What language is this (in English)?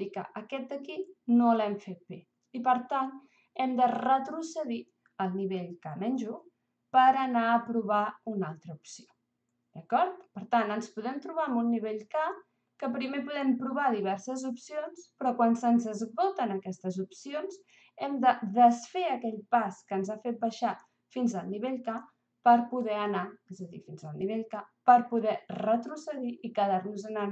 Catalan